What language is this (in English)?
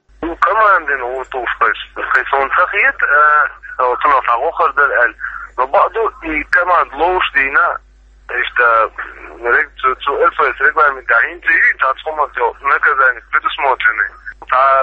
Chechen